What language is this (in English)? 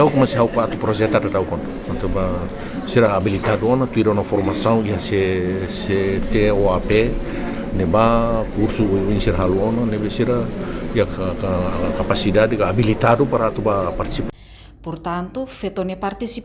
Tetum